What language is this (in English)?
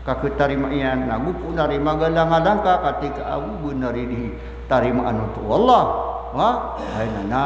Maranao